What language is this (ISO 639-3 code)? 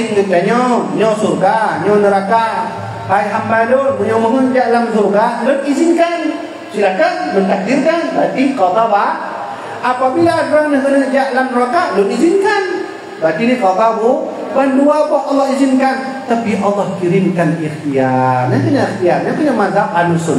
ace